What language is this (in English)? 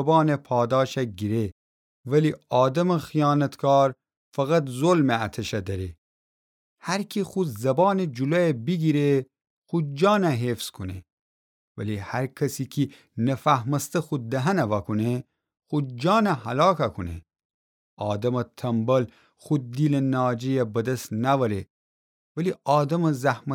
Gilaki